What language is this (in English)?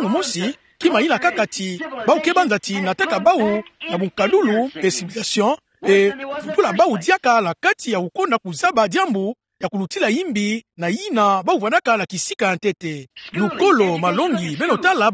Kituba (Democratic Republic of Congo)